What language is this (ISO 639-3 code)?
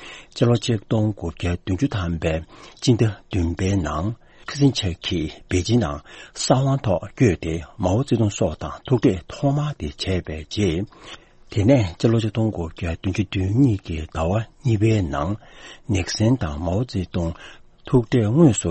bod